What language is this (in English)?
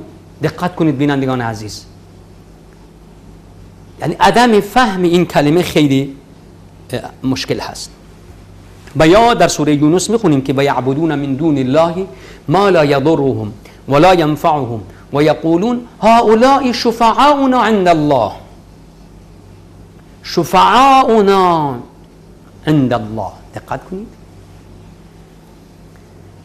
Persian